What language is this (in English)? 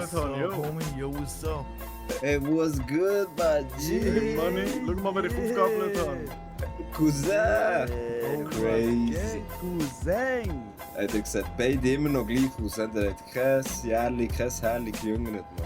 Swiss German